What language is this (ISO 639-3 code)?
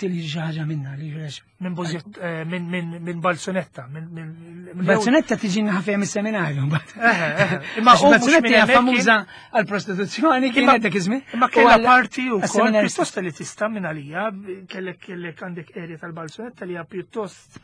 mlt